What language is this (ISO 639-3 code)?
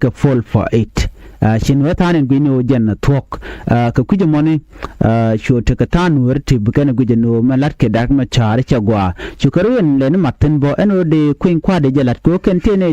nus